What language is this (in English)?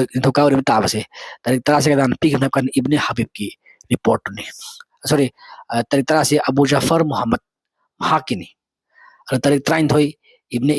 Manipuri